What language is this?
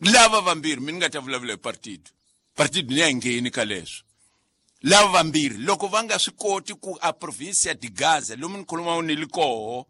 Tsonga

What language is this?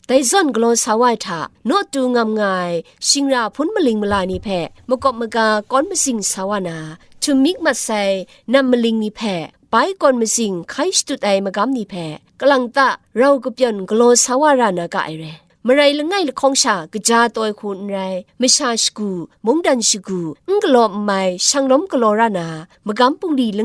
Kachin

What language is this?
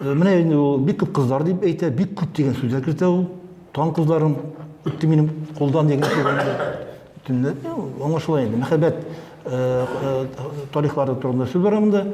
Tatar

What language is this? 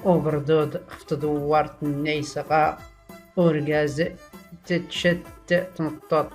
Tachelhit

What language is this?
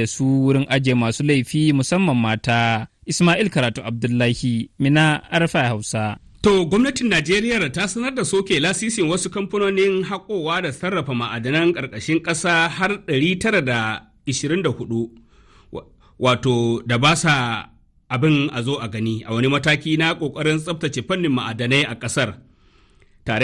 Hausa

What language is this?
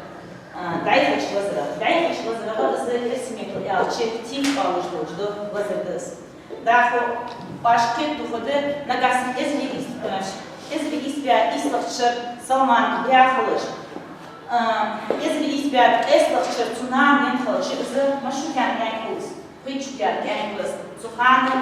Ingush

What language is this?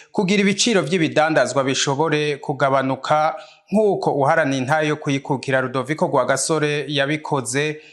Rundi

